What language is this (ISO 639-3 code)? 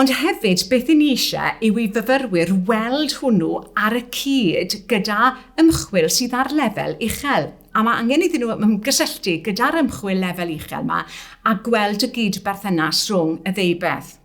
cym